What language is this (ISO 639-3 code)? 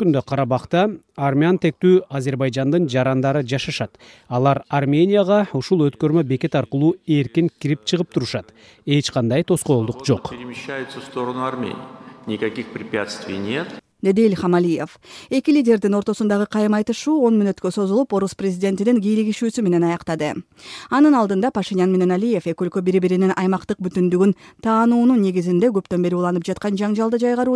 kir